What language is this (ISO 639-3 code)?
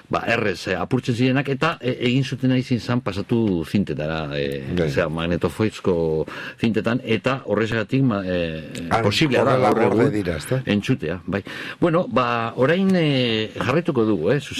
eus